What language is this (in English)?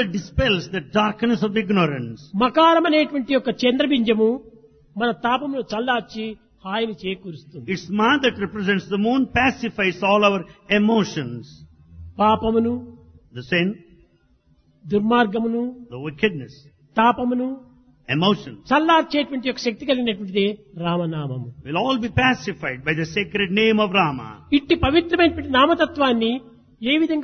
Telugu